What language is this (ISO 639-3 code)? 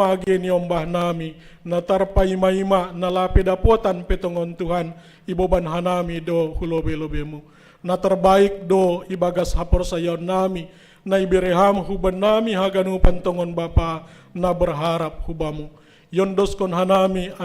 bts